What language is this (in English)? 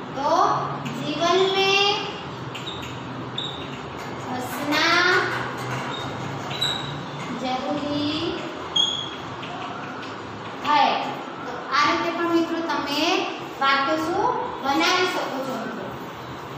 Gujarati